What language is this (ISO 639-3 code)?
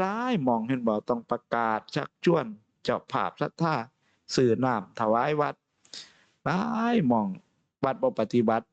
tts